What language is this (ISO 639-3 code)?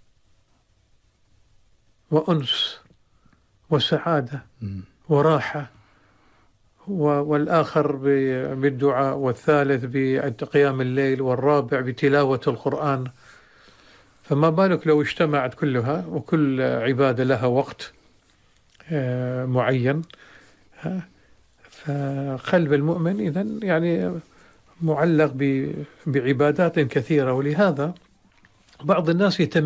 ara